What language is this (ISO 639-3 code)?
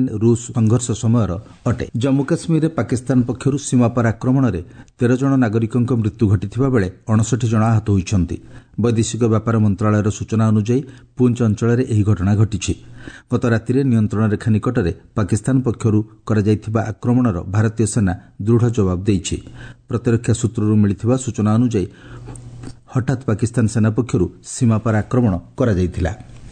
ori